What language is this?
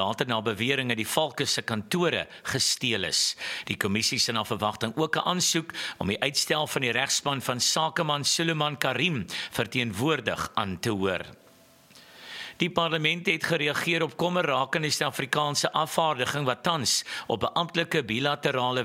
Afrikaans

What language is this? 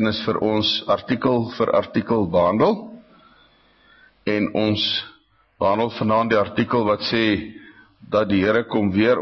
Afrikaans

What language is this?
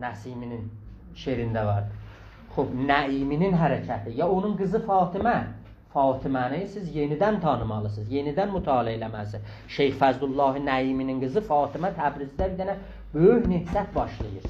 South Azerbaijani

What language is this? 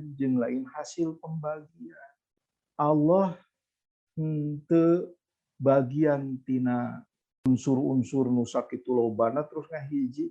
Sundanese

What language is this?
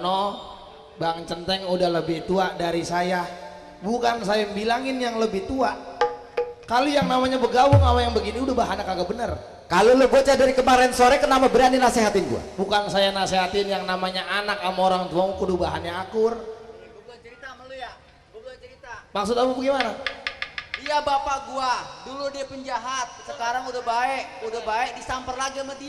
Betawi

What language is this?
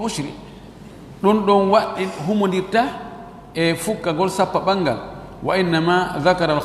Fula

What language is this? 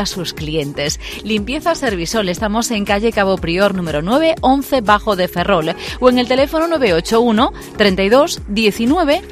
Spanish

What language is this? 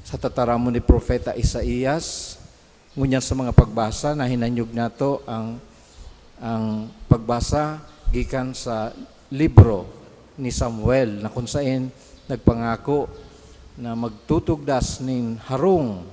Bikol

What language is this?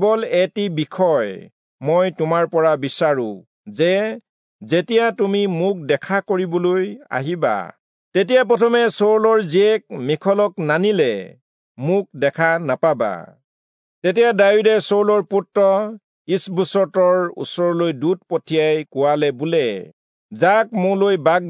Assamese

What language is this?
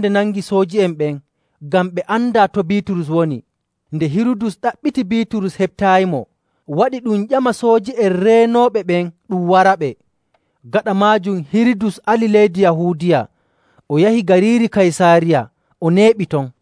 Nigerian Fulfulde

